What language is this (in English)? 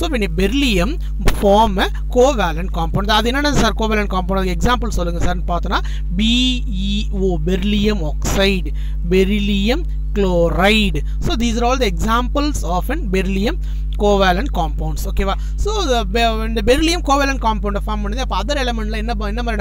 Tamil